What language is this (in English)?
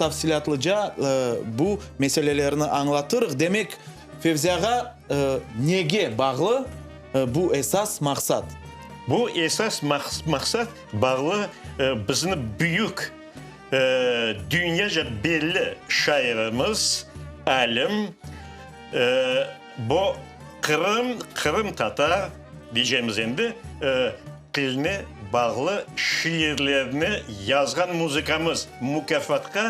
Crimean Tatar